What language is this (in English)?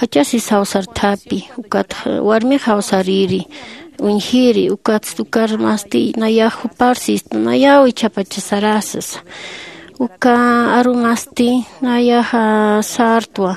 Aymara